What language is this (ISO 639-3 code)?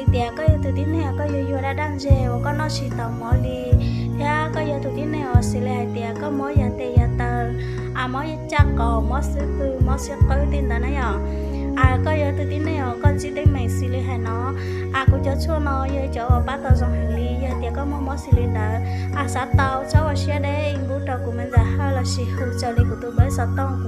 hmn